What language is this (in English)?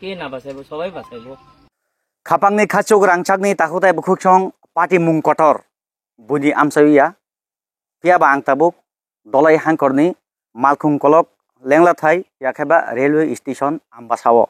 Kok Borok